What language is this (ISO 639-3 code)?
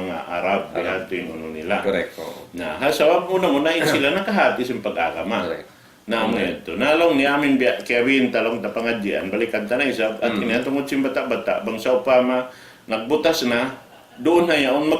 tsg